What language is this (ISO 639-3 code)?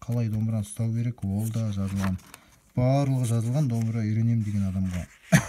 kaz